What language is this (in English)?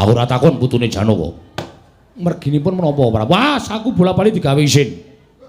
Javanese